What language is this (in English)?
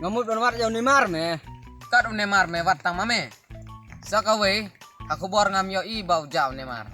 Khasi